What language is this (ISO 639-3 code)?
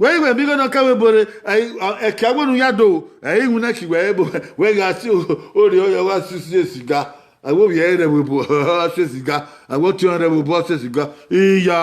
bin